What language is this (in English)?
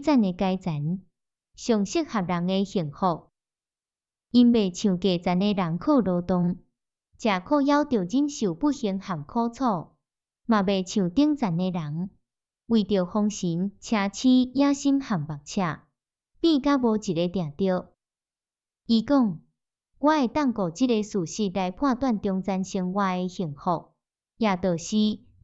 Min Nan Chinese